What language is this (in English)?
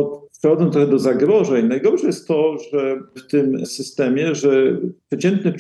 Polish